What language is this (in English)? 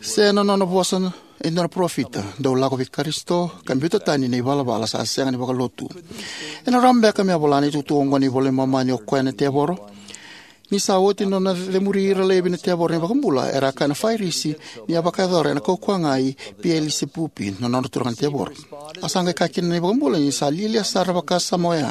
Fijian